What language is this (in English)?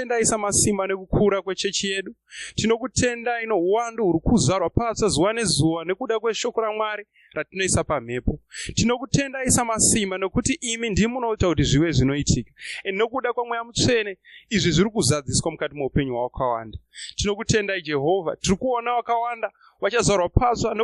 Shona